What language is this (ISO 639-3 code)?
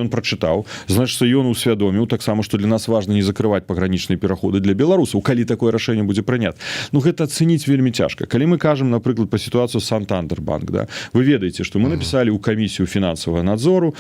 bel